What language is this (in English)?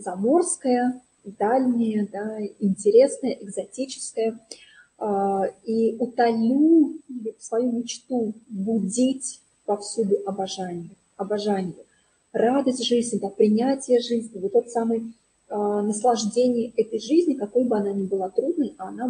Russian